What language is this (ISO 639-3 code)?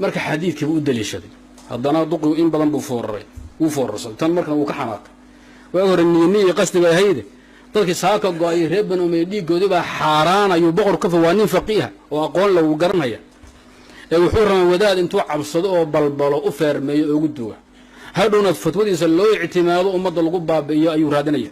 som